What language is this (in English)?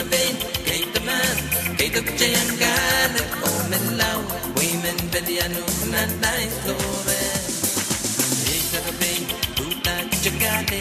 Pohnpeian